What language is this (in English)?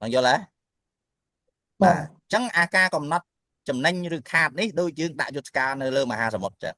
Khmer